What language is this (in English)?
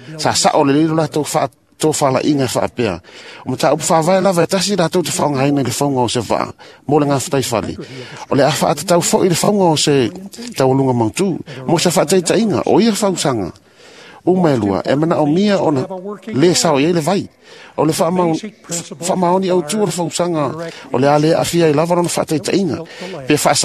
Samoan